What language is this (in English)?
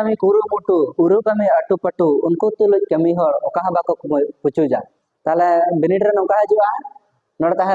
Santali